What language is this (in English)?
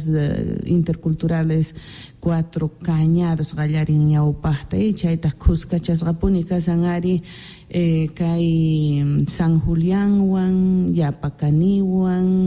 Quechua